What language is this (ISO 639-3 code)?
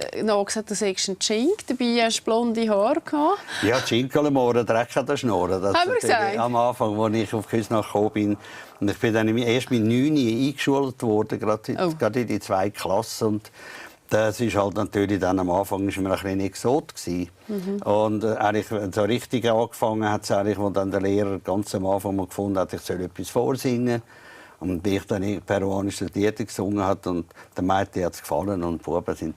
gsw